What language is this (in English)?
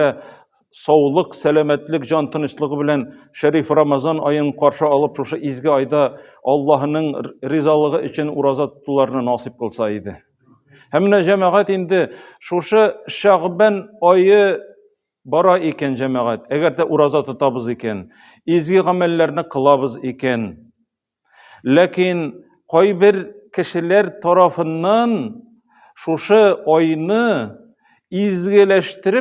Tatar